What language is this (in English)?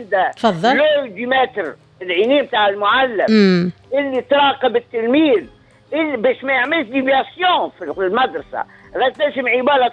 Tunisian Arabic